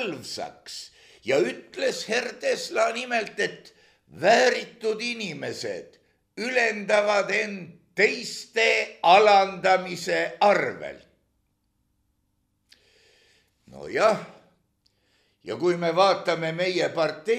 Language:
Estonian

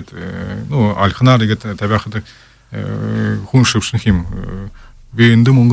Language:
Buriat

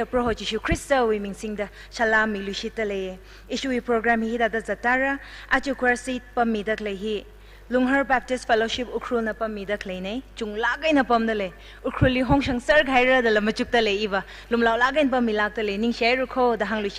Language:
Tangkhul Naga (India)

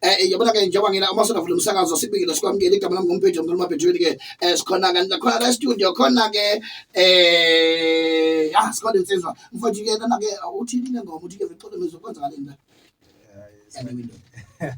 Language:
Zulu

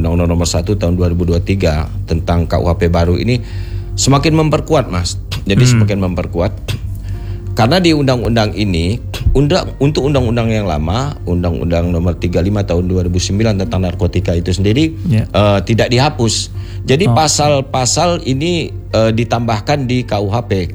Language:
Indonesian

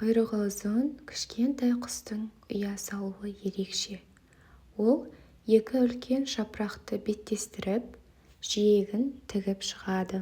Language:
Kazakh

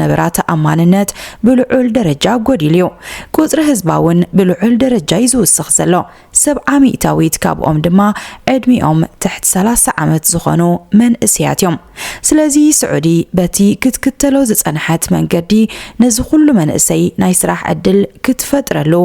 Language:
Tigrinya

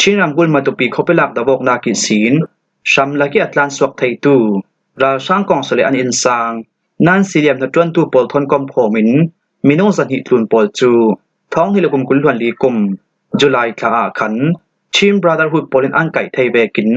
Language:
Falam Chin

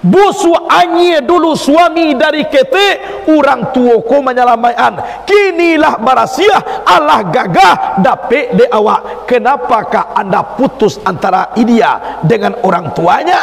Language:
Minangkabau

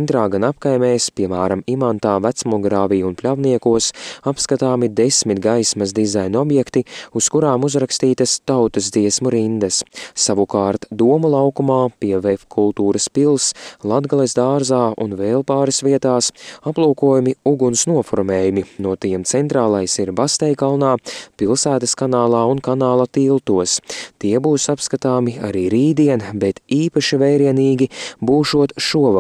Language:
Latvian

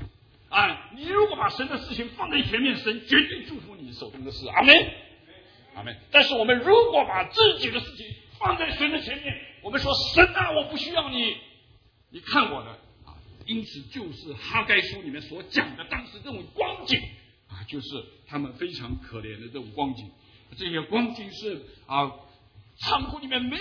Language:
Chinese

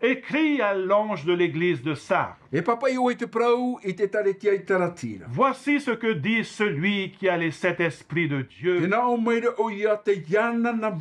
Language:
Tahitian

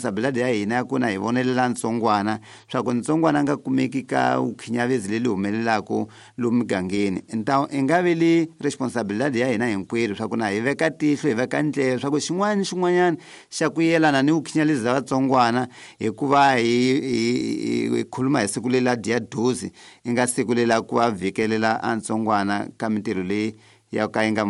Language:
Tsonga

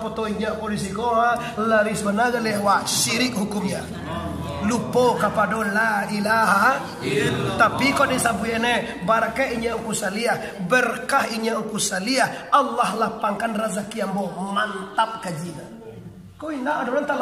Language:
Minangkabau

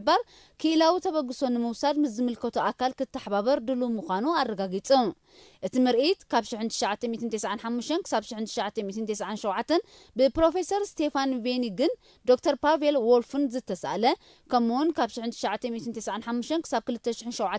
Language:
Tigrinya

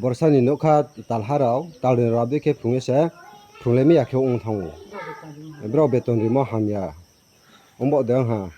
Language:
Riang (India)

